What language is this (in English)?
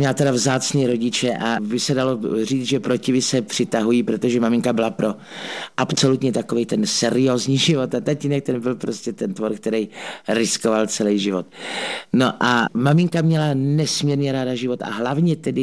Czech